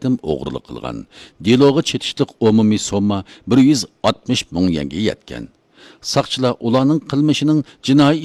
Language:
Uyghur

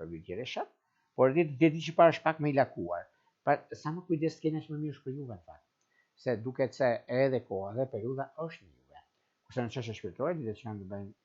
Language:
Albanian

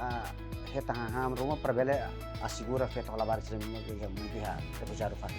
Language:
Tetum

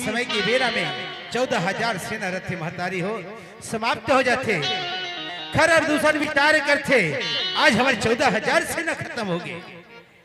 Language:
Chhattisgarhi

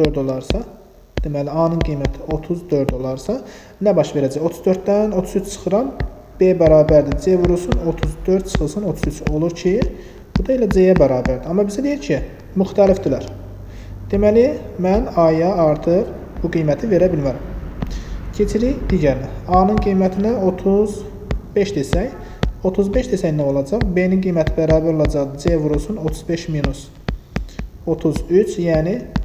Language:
Azerbaijani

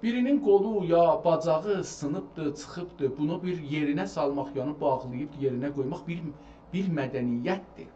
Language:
South Azerbaijani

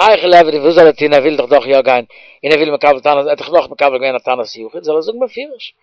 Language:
Yiddish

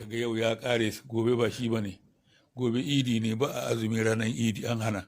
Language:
Hausa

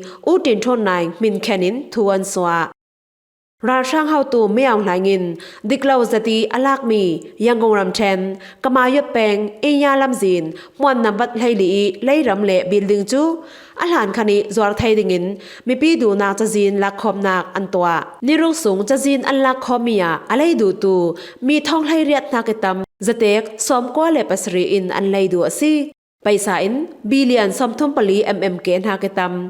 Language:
Falam Chin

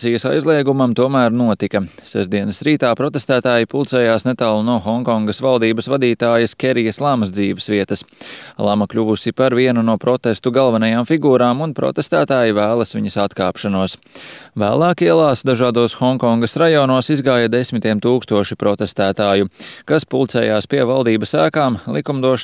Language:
Latvian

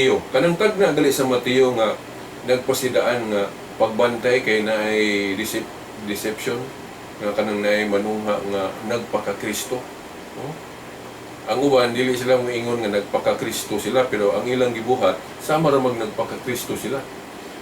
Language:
Cebuano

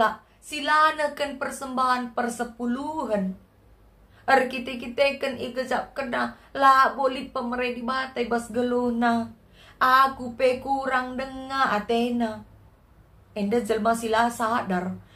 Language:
Batak Karo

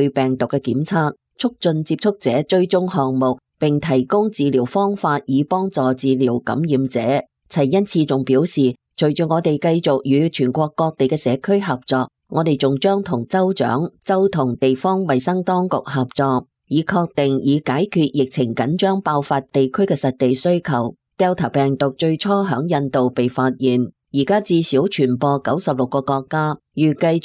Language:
Cantonese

